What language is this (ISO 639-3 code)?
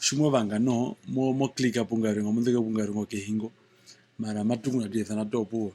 her